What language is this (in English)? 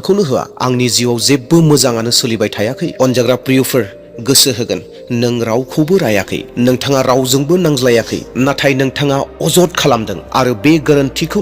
Bodo